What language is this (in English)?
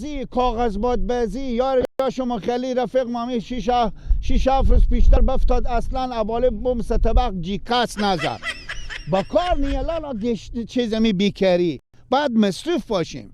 Persian